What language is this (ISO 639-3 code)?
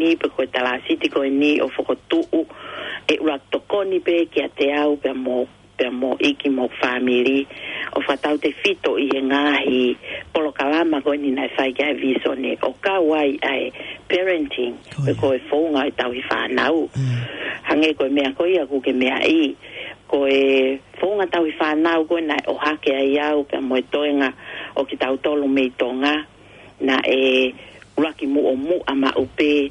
ton